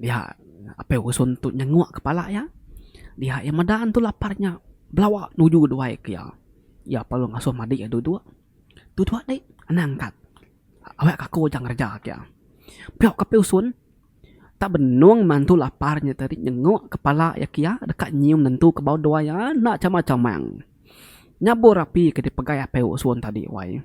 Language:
Iban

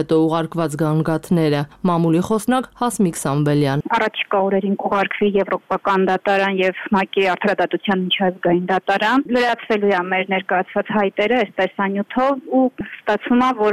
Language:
Armenian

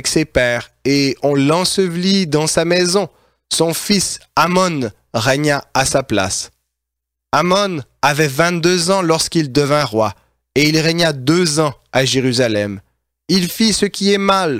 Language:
French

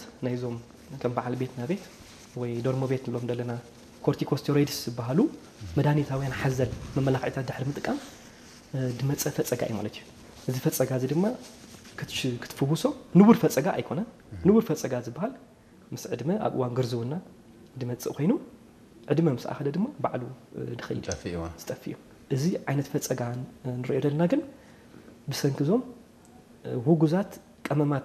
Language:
Tigrinya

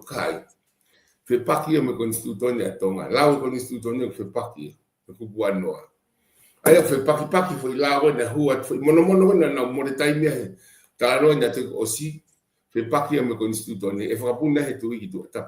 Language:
Tongan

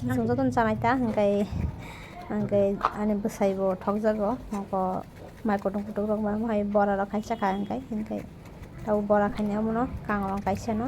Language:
Kok Borok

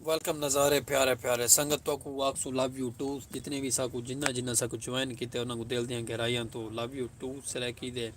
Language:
Saraiki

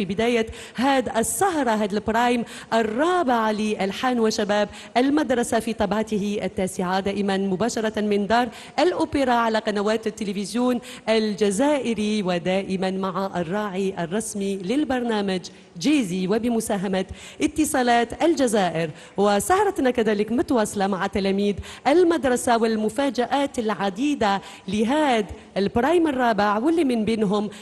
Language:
Algerian Arabic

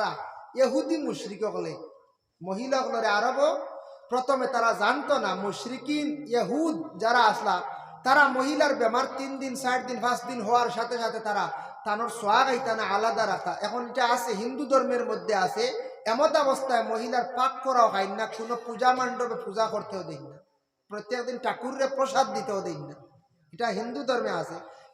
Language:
Sylheti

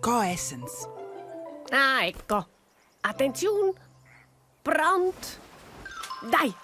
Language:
Romansh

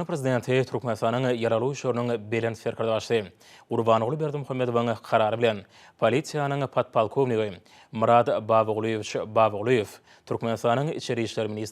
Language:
Turkmen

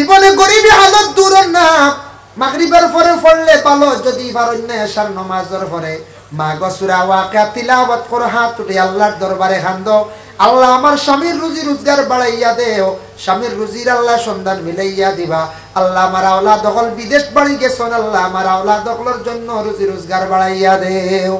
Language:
Sylheti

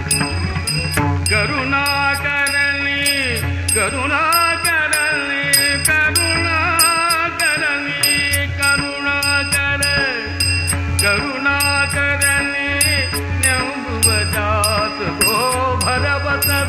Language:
Kannada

